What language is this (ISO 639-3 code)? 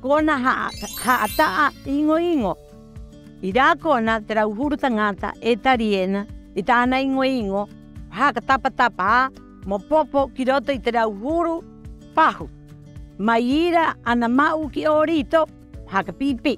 rap